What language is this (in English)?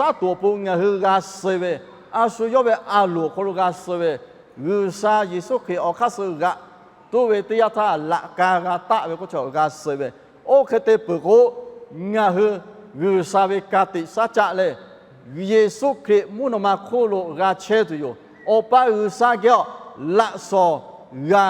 Lahu